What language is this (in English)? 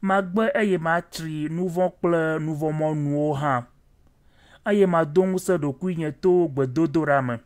Ewe